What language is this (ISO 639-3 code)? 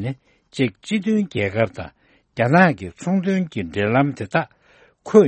bod